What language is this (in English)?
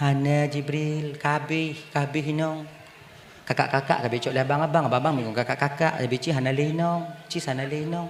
Achinese